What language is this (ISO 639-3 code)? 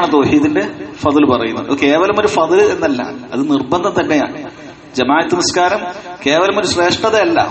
mal